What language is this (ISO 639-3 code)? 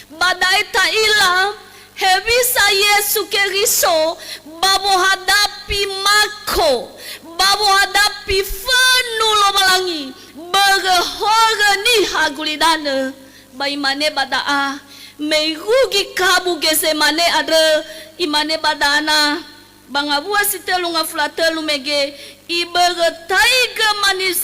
nia